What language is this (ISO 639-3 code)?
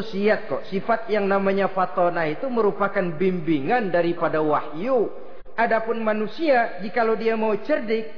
ind